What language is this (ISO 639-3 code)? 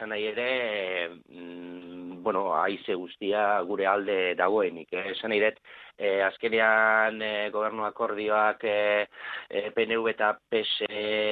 eus